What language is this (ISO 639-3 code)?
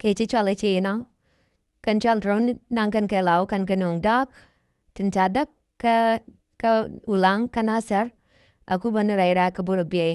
nus